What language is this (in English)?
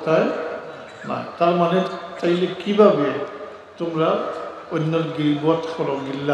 Sylheti